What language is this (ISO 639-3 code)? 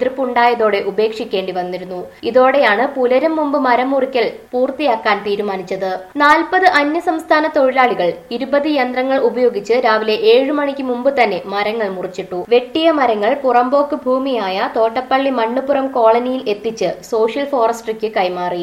mal